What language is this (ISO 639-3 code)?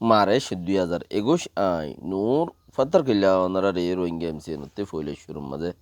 rhg